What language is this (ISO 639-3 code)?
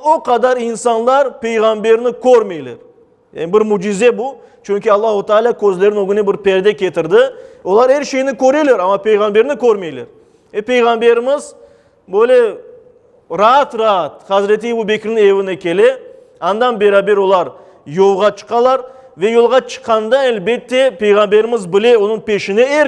crh